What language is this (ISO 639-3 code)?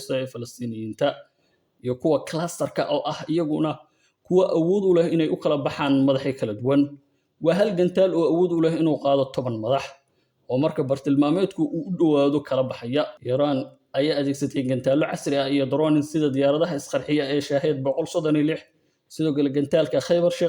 som